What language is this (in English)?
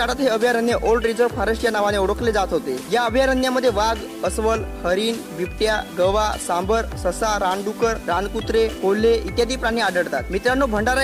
Marathi